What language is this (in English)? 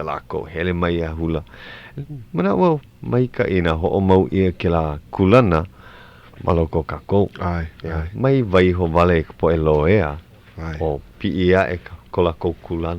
Hawaiian